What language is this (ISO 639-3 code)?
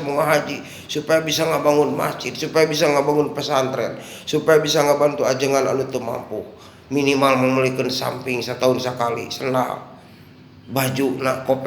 sun